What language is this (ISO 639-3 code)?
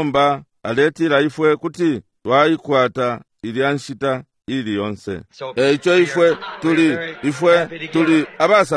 bem